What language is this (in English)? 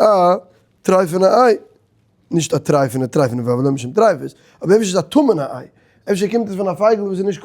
Yiddish